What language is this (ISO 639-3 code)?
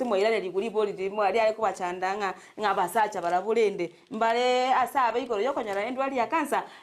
guz